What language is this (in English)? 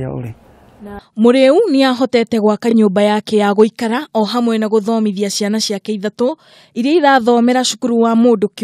Kikuyu